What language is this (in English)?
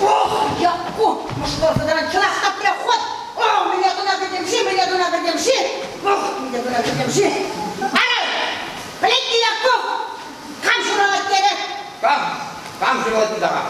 Chuvash